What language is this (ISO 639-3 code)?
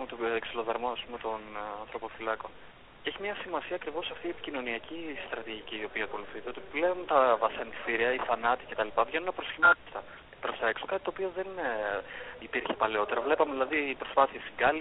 ell